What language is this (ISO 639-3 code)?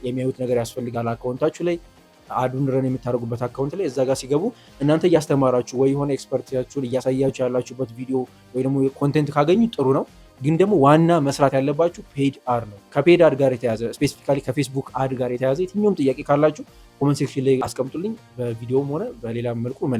amh